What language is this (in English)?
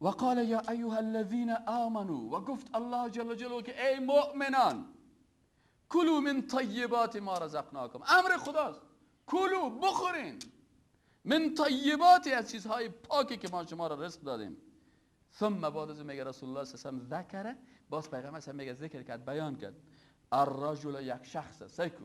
Persian